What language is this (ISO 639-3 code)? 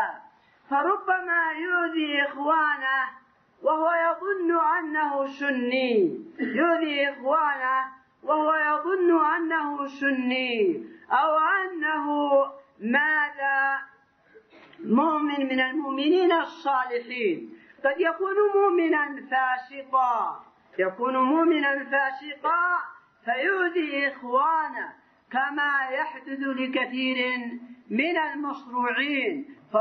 ara